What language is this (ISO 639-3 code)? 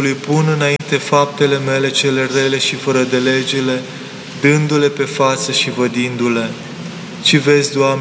ron